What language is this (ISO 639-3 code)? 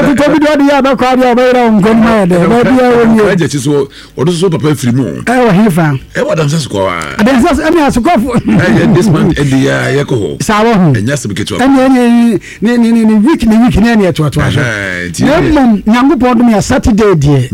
aka